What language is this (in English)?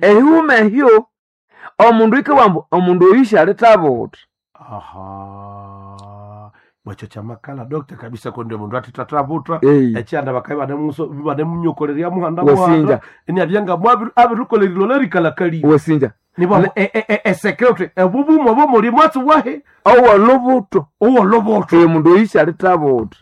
Nande